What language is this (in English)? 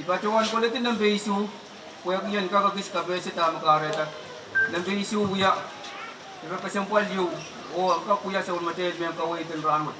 Pohnpeian